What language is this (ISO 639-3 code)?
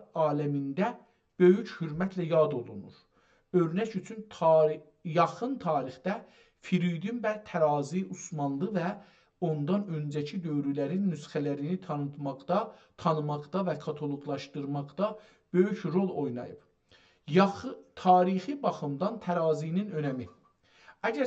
azb